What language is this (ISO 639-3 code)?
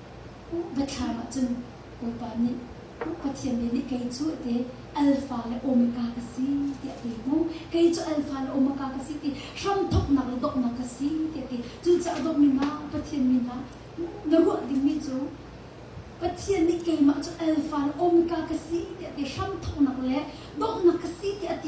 cnh